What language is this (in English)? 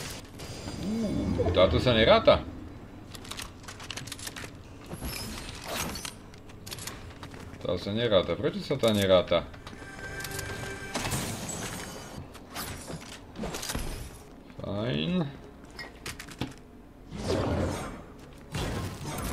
Slovak